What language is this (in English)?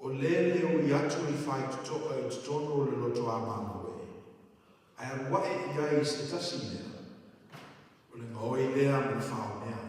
Samoan